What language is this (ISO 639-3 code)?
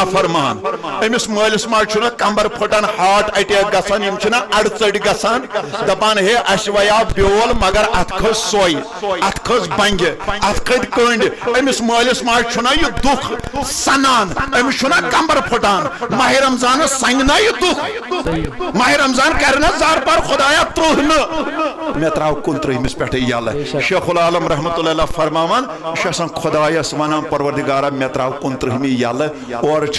kas